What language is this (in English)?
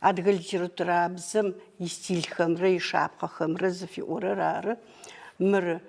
Adyghe